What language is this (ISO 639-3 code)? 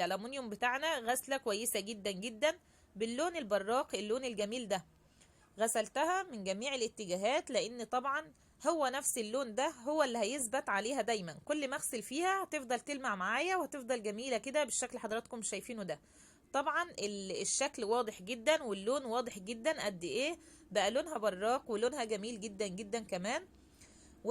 arz